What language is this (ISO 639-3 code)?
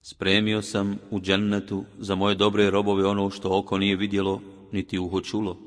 bos